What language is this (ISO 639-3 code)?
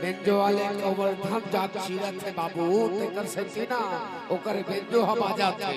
hne